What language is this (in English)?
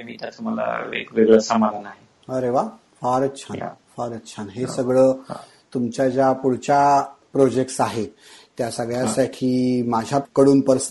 Marathi